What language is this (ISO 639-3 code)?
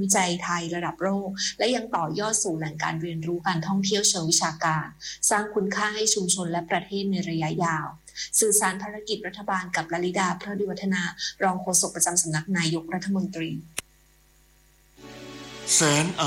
tha